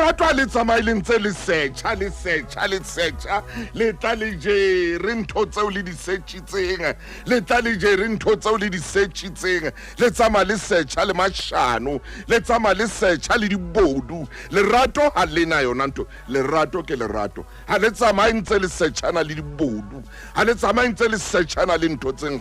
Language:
Southern Sotho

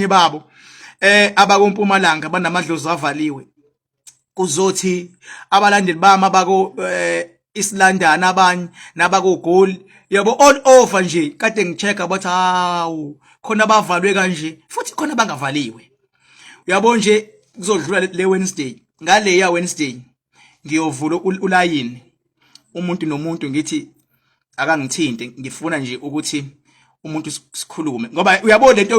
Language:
Zulu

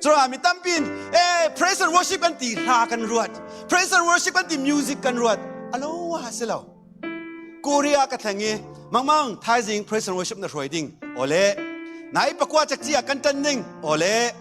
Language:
Falam Chin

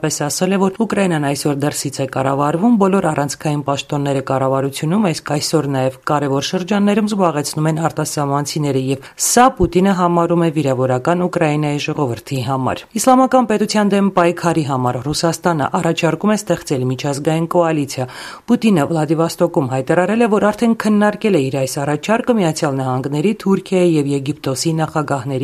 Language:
Armenian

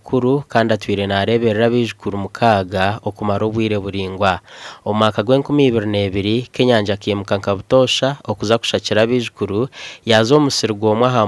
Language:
Nyankole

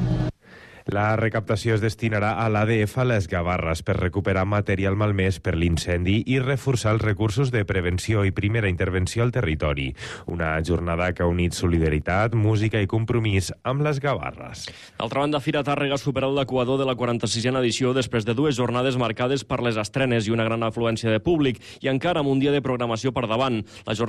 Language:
Catalan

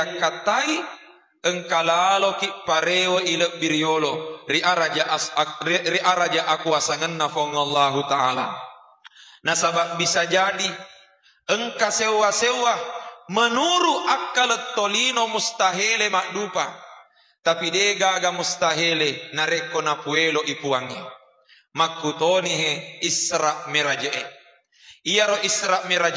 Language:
Buginese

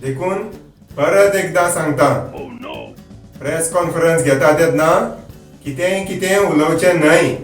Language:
Konkani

